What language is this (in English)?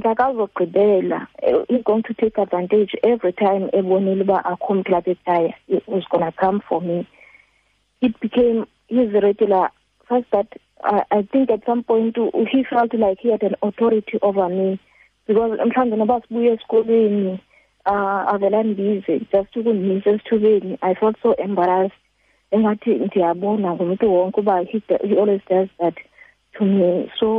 Xhosa